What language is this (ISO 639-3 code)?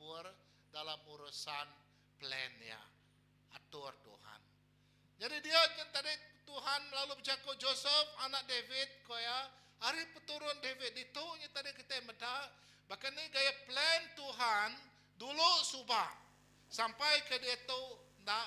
iba